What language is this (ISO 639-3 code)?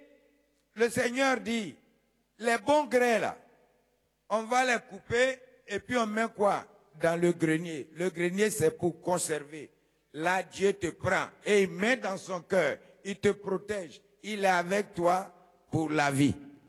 fra